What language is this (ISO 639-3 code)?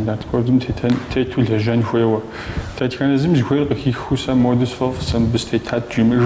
kbd